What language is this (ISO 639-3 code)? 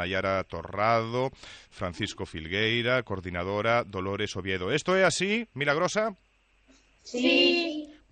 glg